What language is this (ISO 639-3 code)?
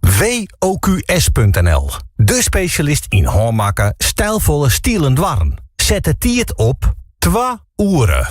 fry